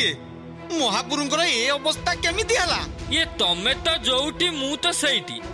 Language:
Odia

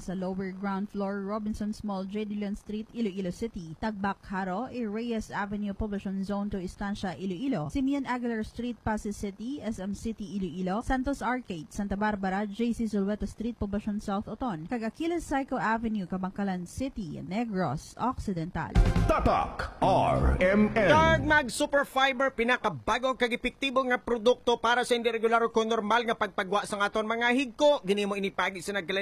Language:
Hiligaynon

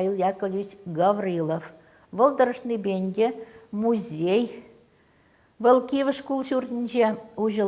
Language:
Chuvash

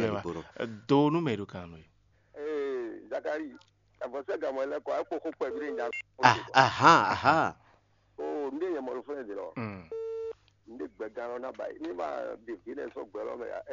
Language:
Fon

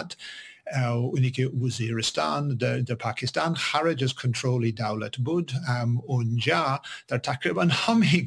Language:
Persian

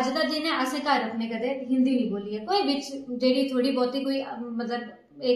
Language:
Dogri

